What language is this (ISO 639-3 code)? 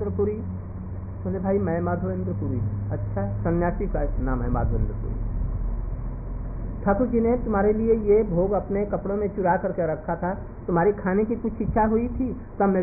hin